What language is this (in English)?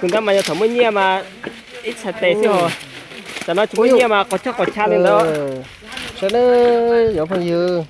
Hmong